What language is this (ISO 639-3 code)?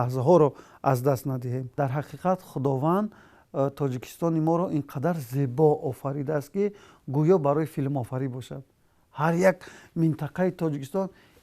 tgk